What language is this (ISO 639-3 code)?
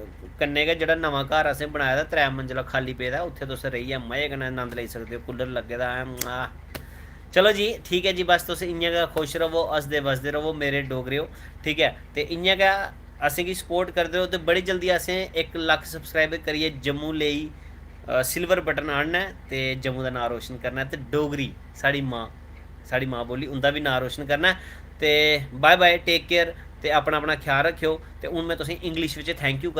doi